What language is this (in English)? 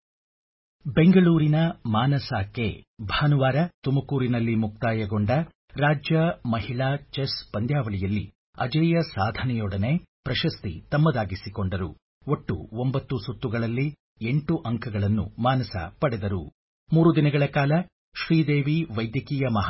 Kannada